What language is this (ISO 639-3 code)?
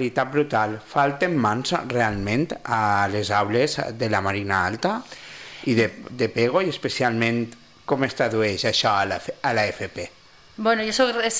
cat